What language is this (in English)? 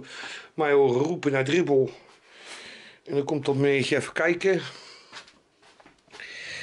Dutch